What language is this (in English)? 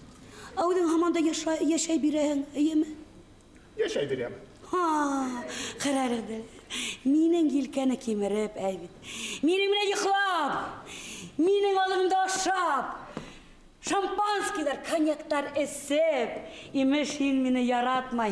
Bashkir